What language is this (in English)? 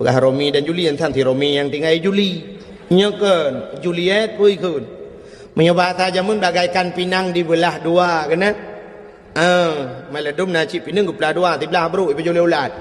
Achinese